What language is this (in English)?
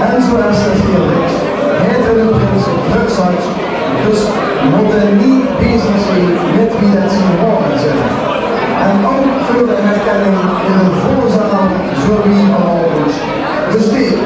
Limburgish